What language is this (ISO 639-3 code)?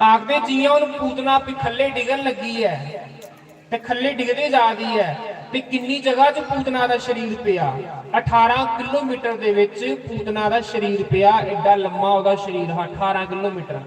doi